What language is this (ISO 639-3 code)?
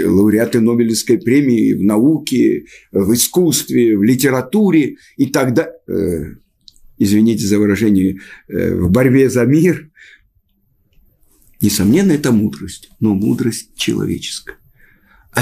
rus